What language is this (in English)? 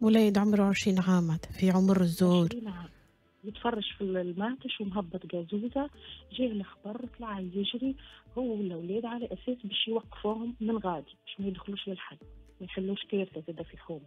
Tunisian Arabic